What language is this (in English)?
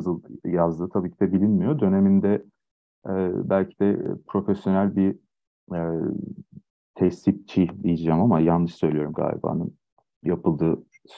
Turkish